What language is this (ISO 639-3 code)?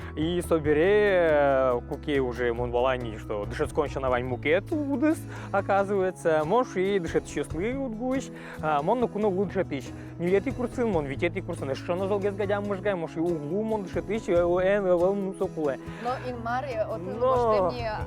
udm